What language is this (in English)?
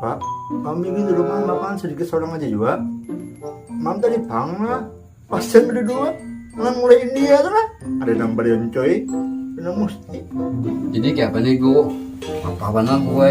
Banjar